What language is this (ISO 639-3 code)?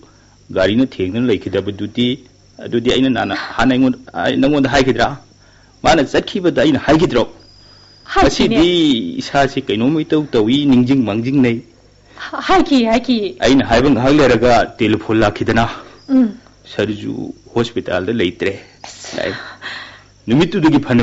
mni